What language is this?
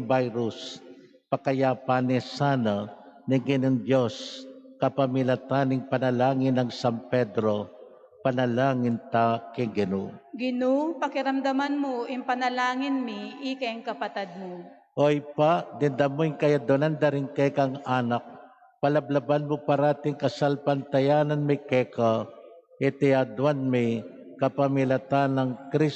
Pampanga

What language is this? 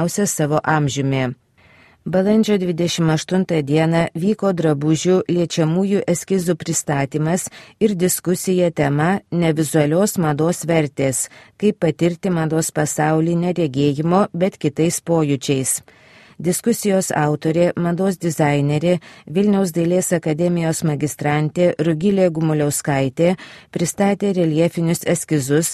Lithuanian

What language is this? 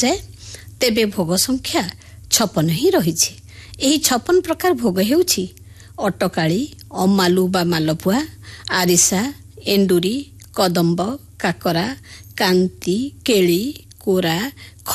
Odia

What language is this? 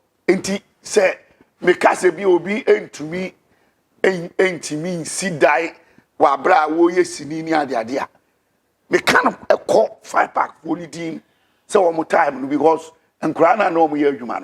Akan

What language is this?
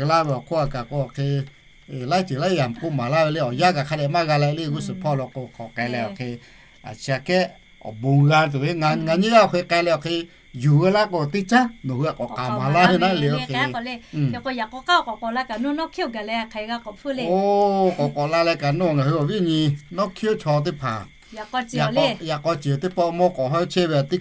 Lahu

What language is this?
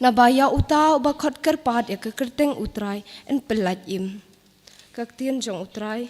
Khasi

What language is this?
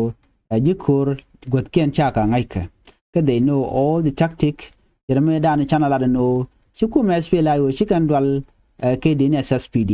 Nuer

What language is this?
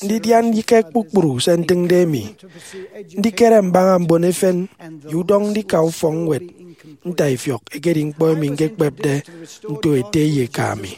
Efik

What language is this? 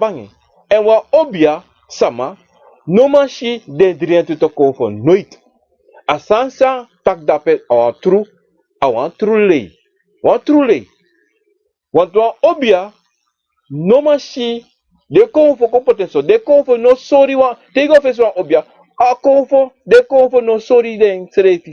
Sranan Tongo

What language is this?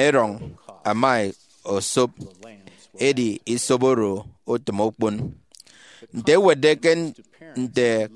Efik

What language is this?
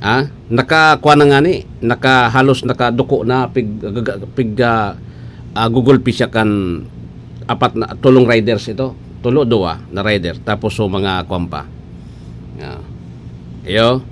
Bikol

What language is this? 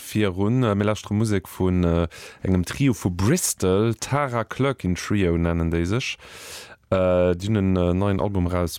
Luxembourgish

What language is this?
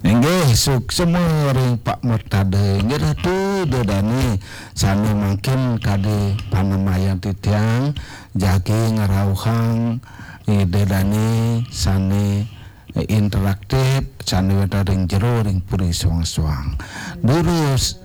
Balinese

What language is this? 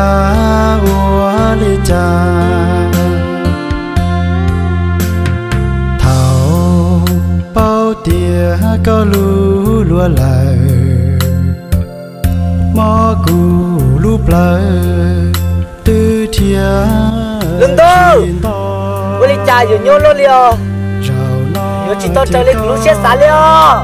Vietnamese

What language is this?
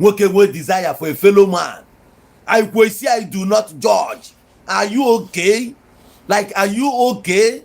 Igbo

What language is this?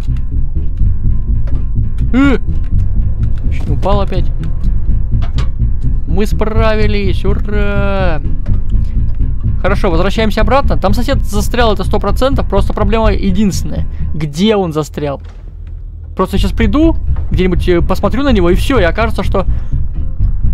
Russian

